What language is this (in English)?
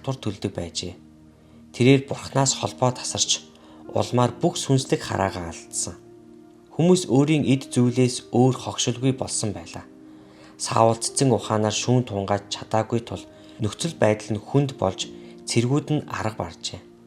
Mongolian